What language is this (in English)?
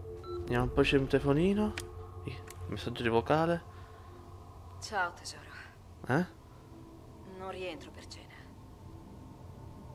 Italian